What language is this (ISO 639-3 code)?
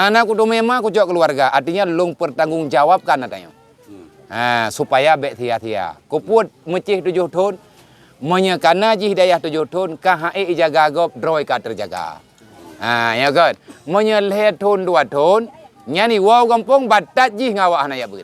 ace